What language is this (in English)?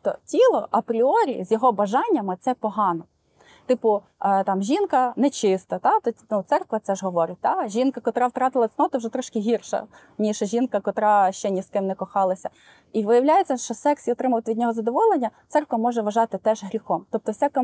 Ukrainian